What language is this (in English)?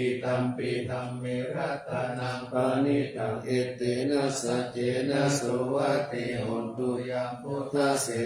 Pali